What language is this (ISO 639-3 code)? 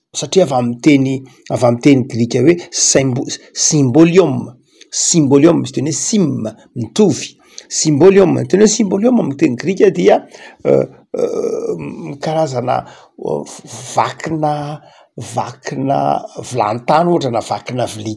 mlg